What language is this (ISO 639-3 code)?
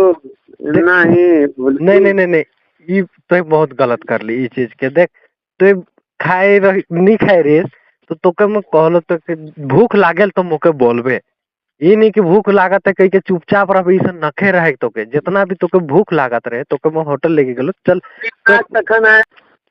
sck